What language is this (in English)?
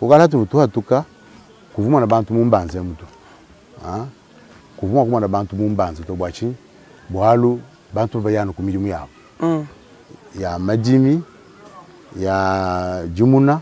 Luba-Lulua